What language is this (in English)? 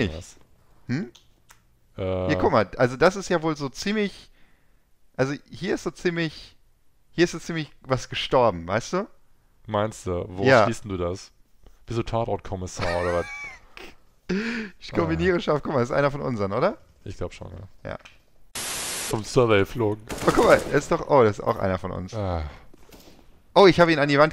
German